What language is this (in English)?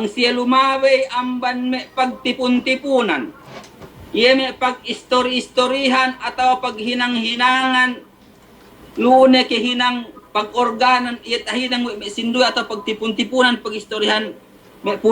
Yakan